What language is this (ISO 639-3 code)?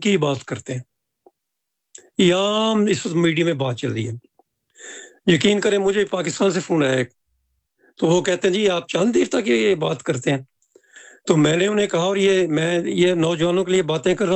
urd